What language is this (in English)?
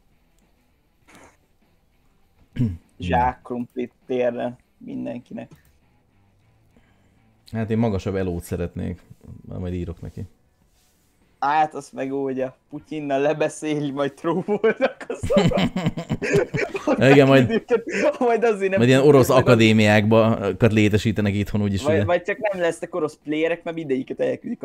Hungarian